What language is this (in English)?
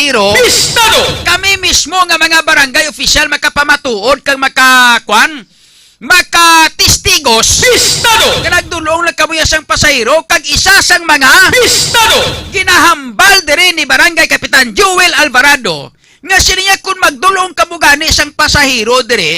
Hiligaynon